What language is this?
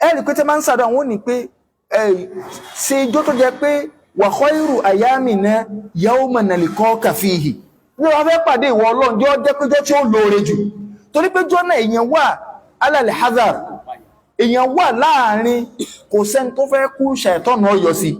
Yoruba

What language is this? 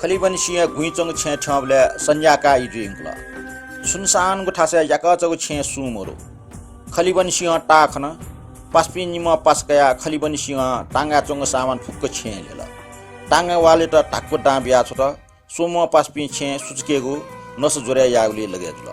Newari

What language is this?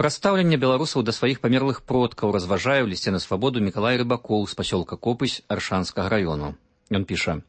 Belarusian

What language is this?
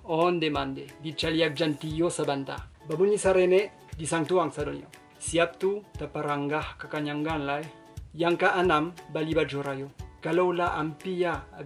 Minangkabau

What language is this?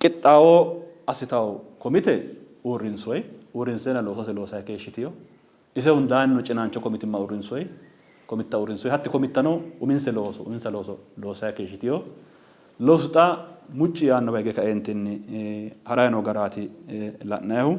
Sidamo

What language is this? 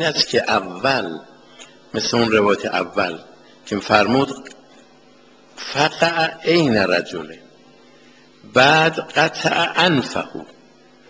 Persian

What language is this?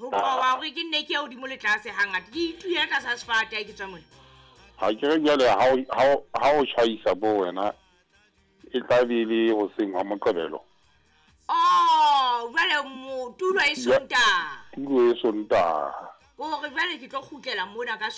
Southern Sotho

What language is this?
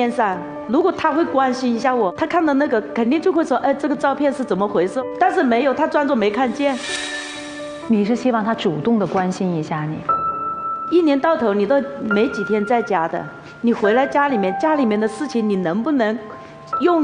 Chinese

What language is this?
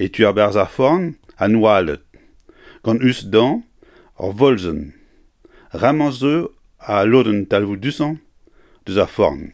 Breton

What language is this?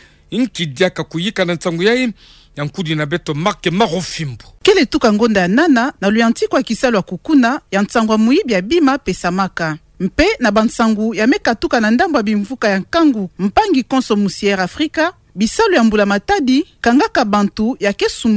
Kituba (Democratic Republic of Congo)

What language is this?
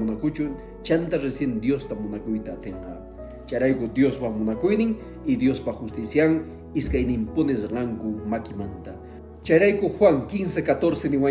Quechua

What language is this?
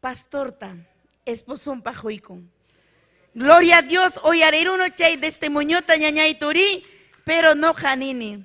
Ayacucho Quechua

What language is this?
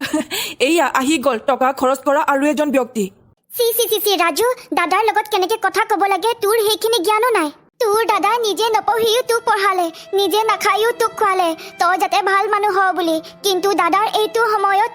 Assamese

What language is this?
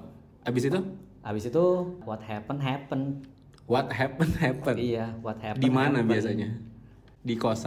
Indonesian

